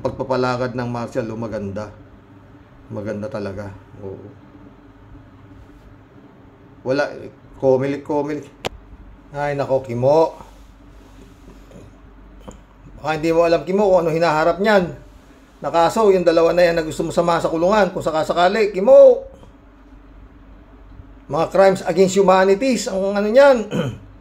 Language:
Filipino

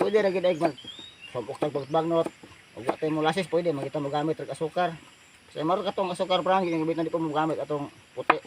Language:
Cebuano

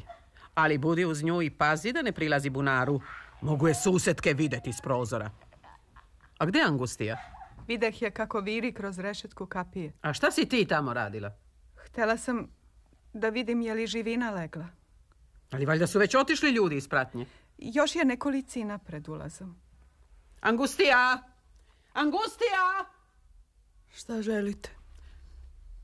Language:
Serbian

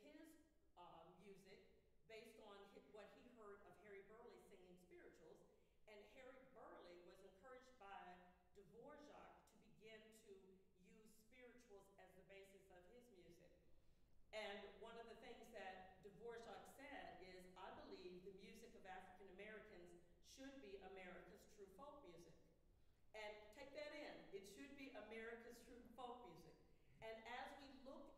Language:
English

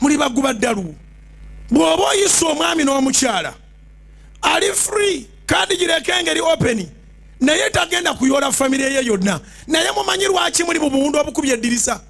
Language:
Ganda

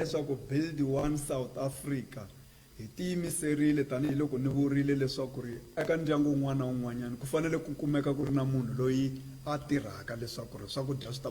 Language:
Tsonga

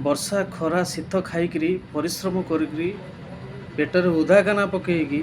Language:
Odia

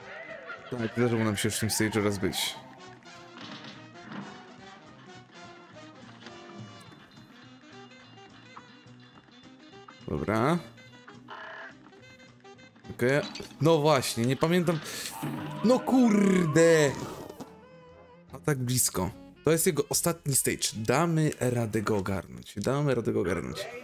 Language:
Polish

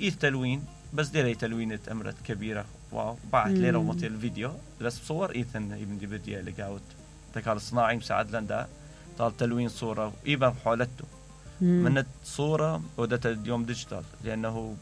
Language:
Mesopotamian Arabic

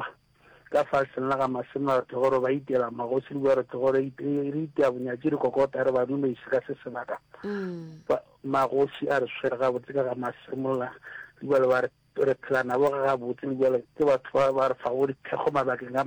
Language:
Northern Sotho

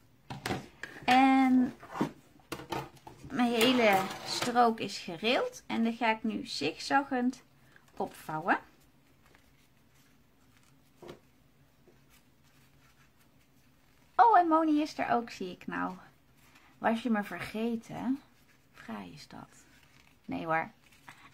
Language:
Dutch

